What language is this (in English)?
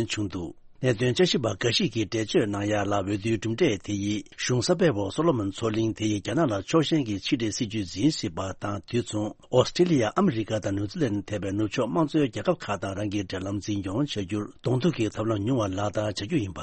Tibetan